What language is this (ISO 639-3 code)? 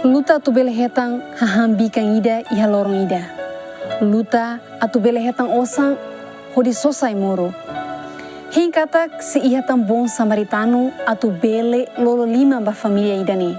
tet